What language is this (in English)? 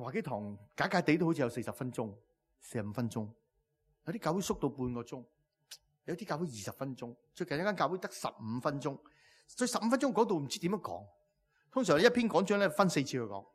Cantonese